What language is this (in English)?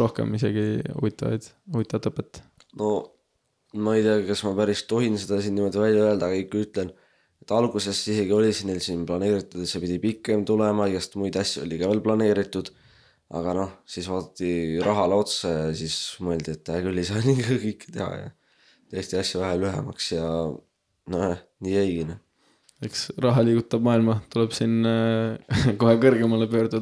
Estonian